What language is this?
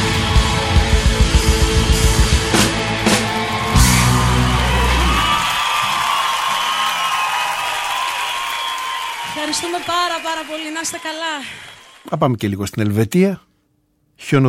Greek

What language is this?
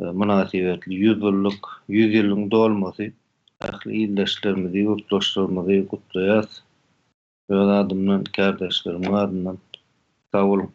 Turkmen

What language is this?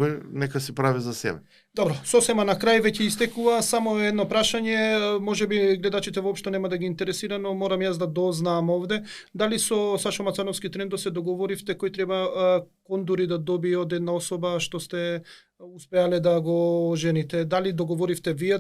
Macedonian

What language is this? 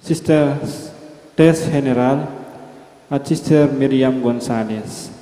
Pampanga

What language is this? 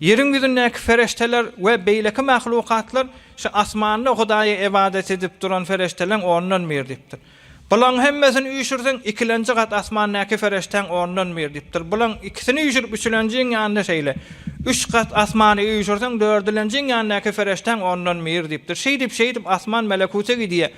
Turkmen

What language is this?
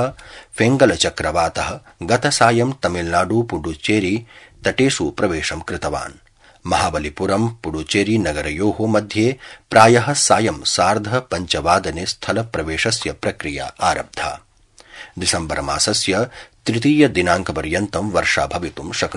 Sanskrit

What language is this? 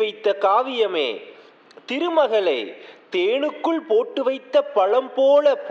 Tamil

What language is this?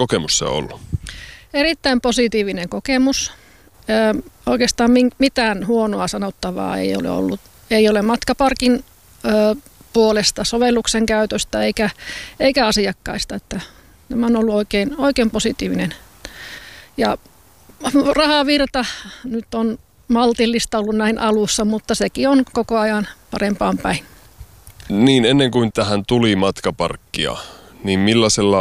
Finnish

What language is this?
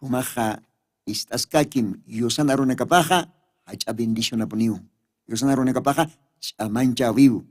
Aymara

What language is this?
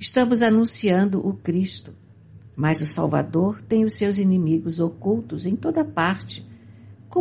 Portuguese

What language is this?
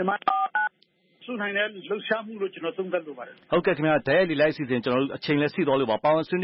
Burmese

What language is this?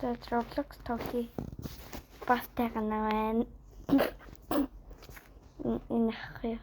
Mongolian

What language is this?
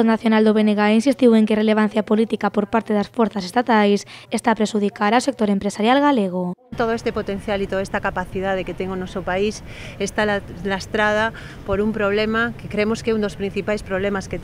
Galician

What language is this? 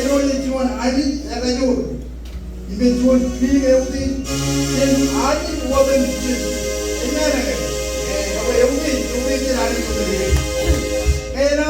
Marshallese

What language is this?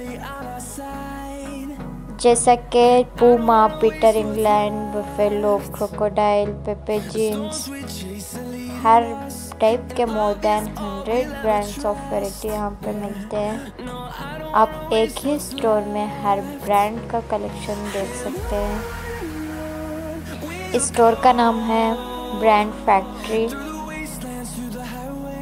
Hindi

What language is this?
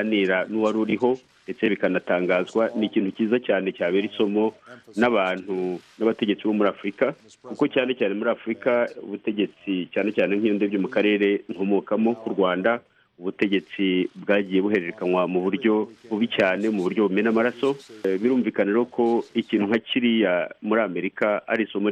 Kinyarwanda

